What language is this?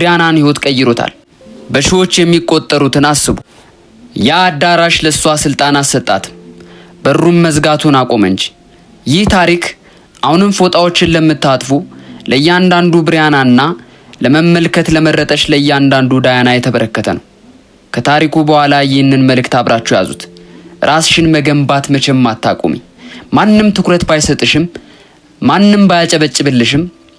Amharic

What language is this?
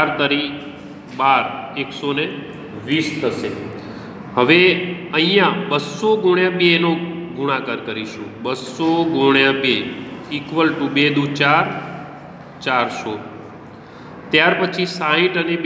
Gujarati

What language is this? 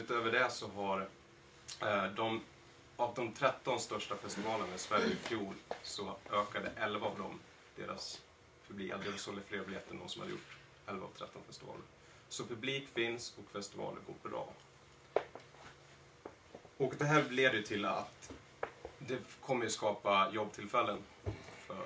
Swedish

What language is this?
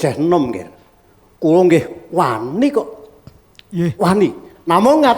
Javanese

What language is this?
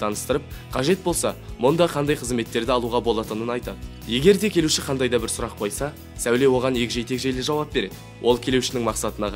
Kazakh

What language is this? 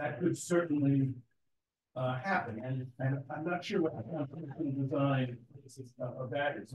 English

